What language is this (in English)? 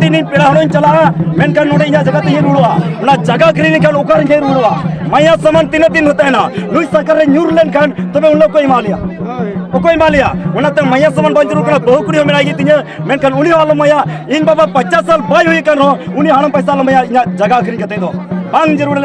Santali